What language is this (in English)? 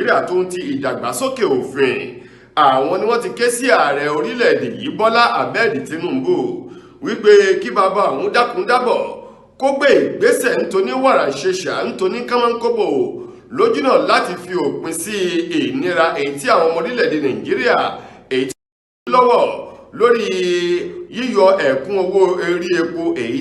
Yoruba